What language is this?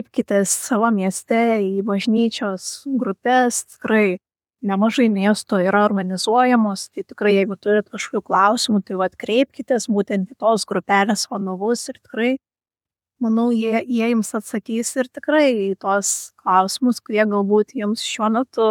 Lithuanian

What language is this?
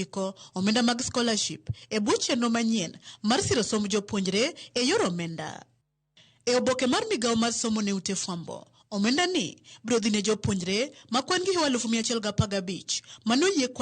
Luo (Kenya and Tanzania)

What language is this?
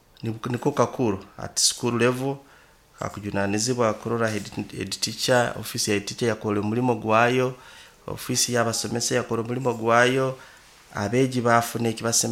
Nyoro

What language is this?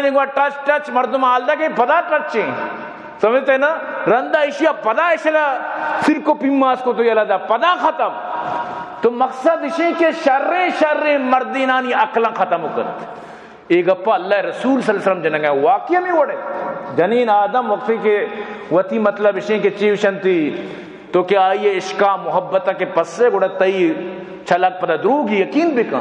Baluchi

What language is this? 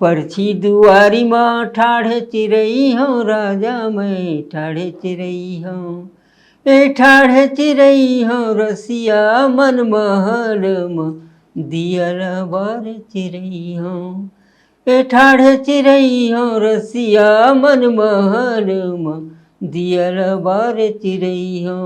Chhattisgarhi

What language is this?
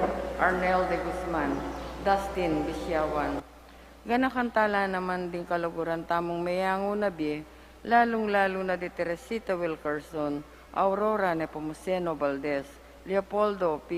Pampanga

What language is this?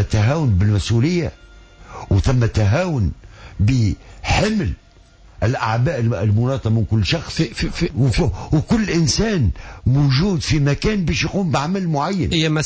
Tunisian Arabic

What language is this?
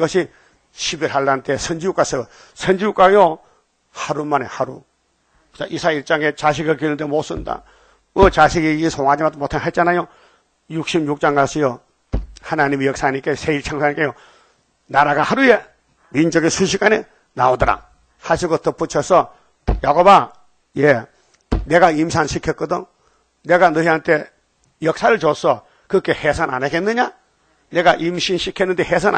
Korean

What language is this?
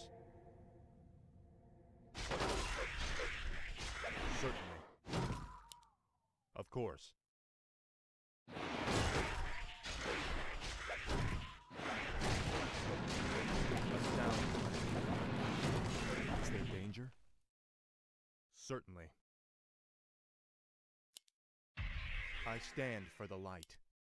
English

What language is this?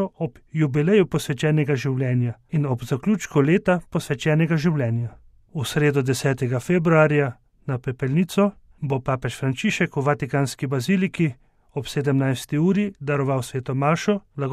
Slovenian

